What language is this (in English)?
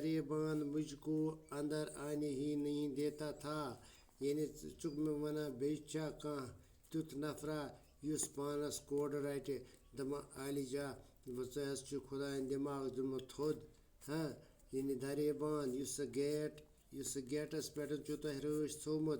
Kashmiri